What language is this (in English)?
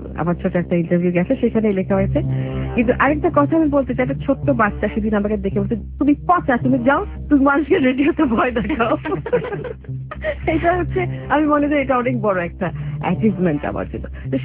Bangla